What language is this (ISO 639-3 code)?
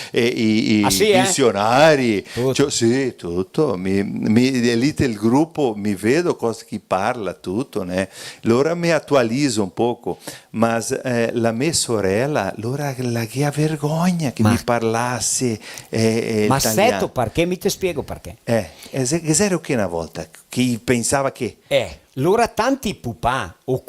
vec